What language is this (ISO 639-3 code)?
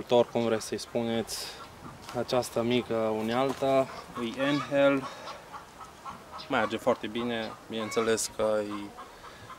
ron